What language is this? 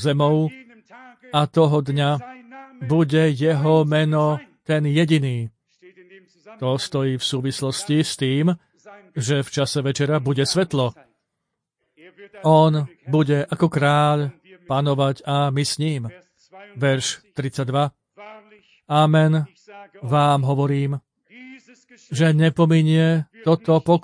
Slovak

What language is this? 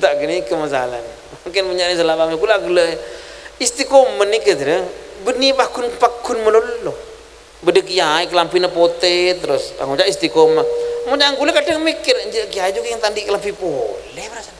Madurese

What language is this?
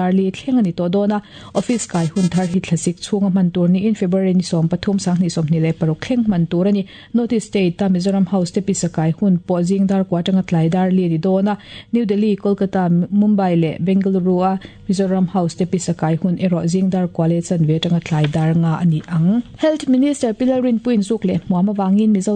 Mizo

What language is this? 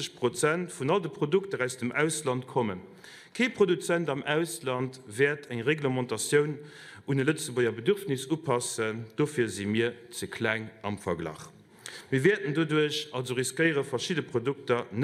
Luxembourgish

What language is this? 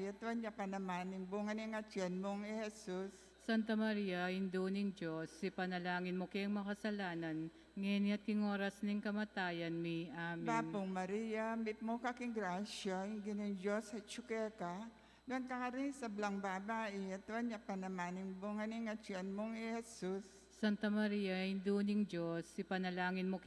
Pampanga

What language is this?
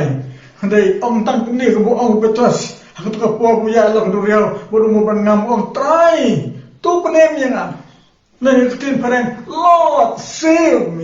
Khasi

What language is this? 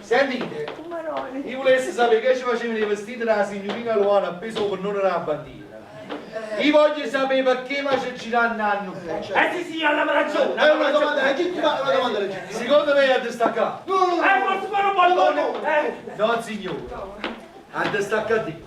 Neapolitan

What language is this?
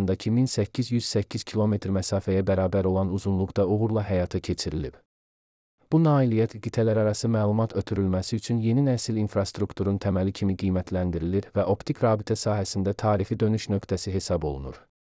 Azerbaijani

